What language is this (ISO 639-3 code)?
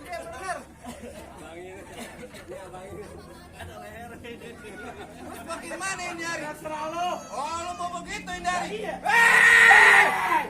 bew